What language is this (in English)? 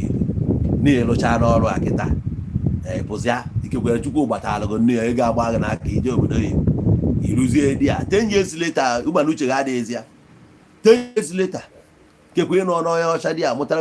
Igbo